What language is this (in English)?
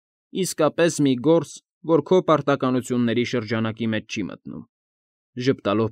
Armenian